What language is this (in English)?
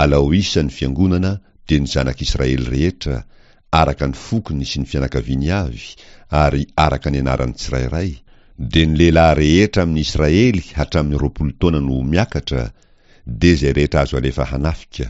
Malagasy